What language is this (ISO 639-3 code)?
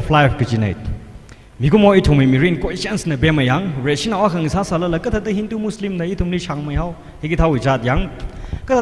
nmf